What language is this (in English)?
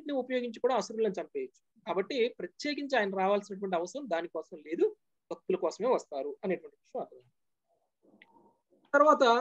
Telugu